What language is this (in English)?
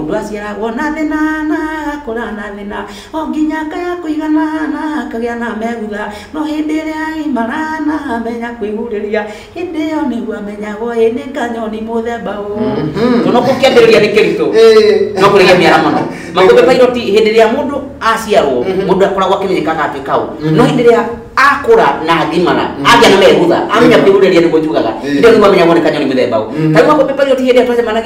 Kikuyu